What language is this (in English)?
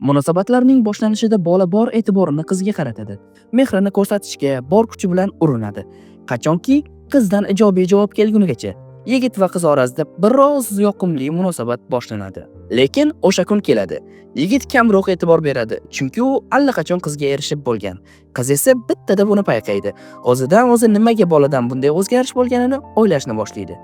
Uzbek